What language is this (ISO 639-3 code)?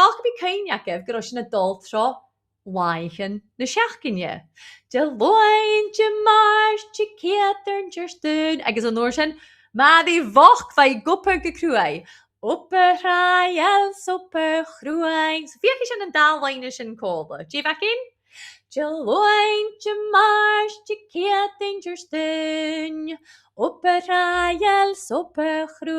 gla